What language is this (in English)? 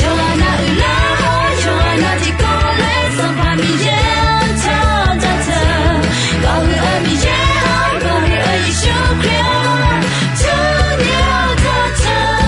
Akha